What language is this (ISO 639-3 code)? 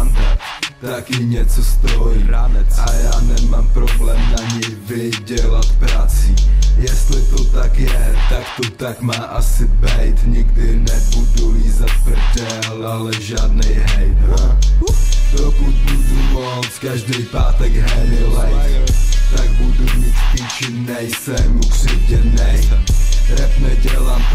ces